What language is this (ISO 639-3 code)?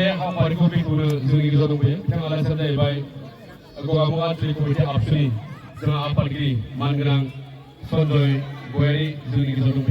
brx